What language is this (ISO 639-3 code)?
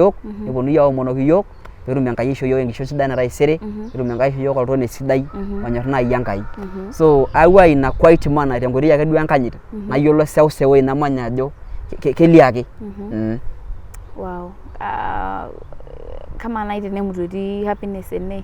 mas